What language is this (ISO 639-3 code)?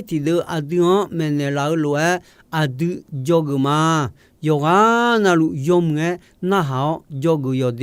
ahk